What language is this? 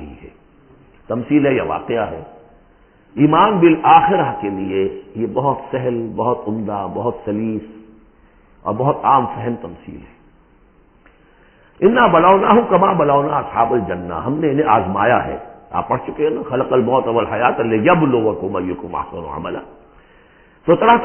Urdu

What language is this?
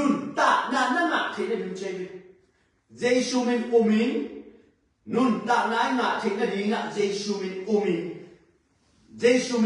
Tedim Chin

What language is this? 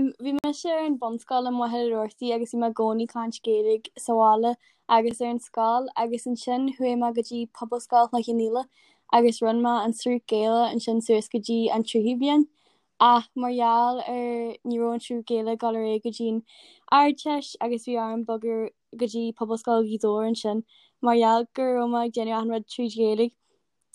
Irish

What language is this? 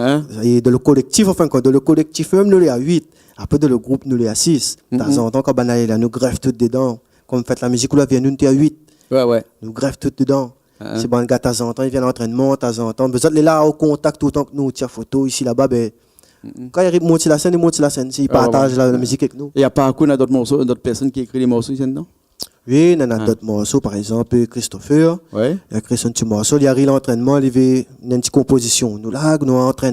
Réunion Creole French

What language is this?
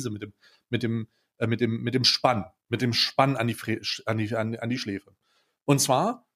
German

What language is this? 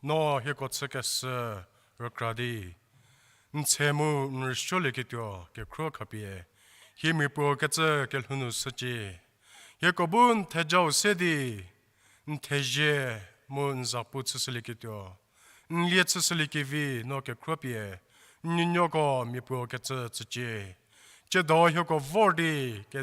Angami Naga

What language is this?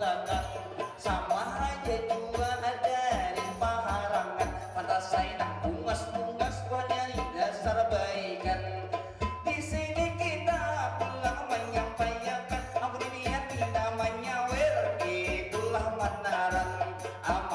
Banjar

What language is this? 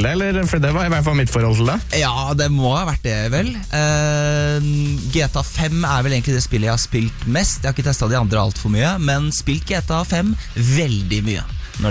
Norwegian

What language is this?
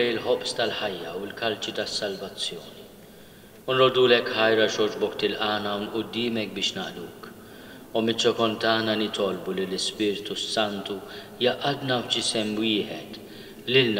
Maltese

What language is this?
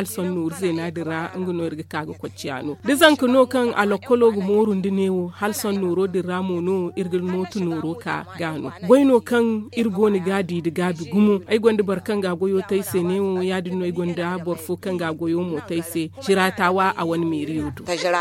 Zarma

